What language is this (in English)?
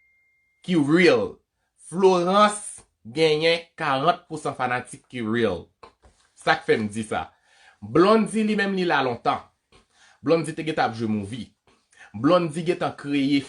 Haitian Creole